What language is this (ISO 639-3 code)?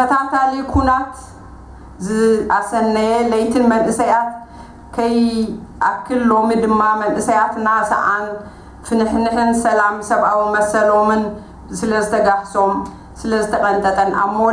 tir